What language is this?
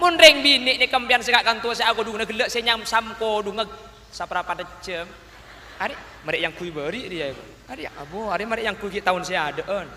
Madurese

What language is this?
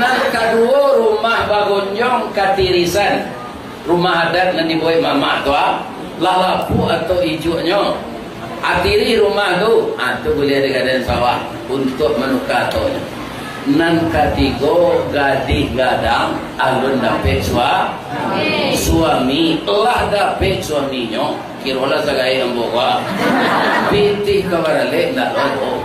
Minangkabau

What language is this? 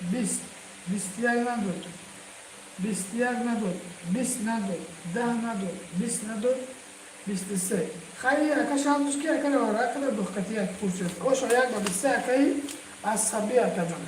Tajik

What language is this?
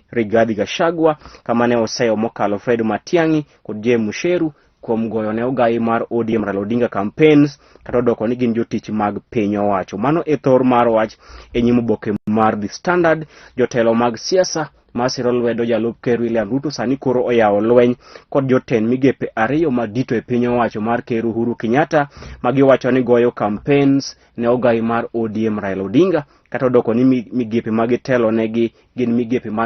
Luo (Kenya and Tanzania)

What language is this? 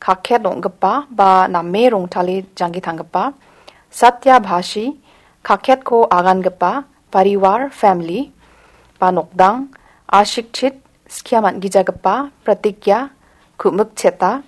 Garo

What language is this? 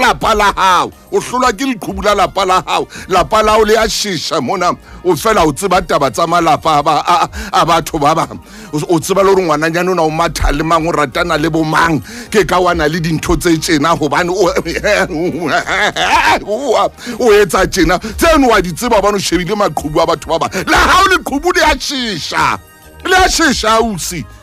Southern Sotho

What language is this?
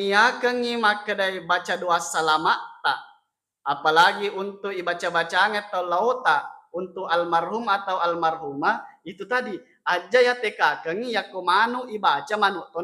Buginese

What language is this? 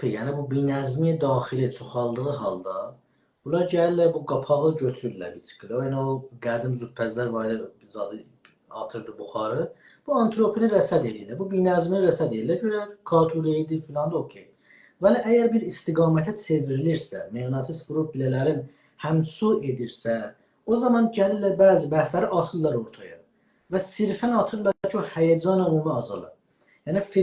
South Azerbaijani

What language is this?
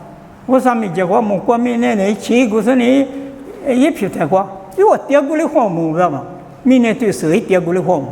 Lisu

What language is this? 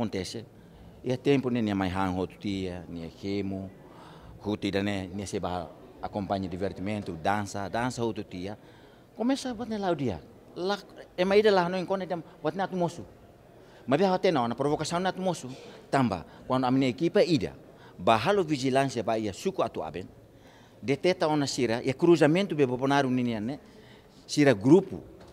Tetum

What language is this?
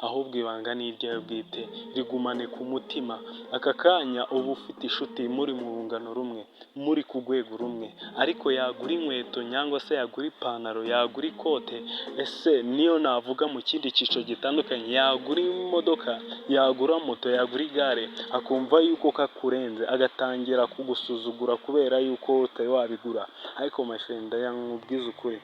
Kinyarwanda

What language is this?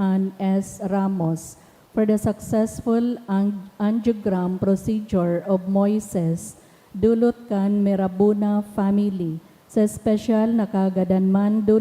Bikol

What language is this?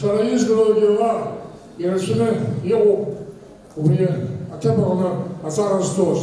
Abkhazian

